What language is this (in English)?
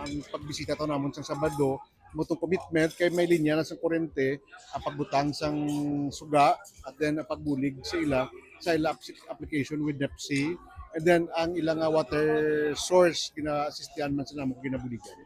Hiligaynon